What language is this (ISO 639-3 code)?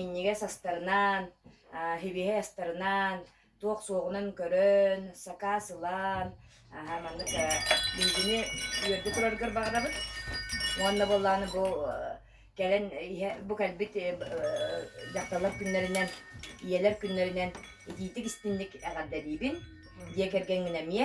sah